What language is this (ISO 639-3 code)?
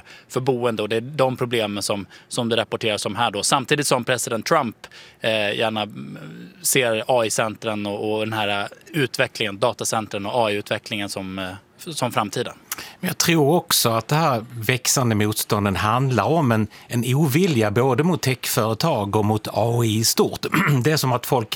swe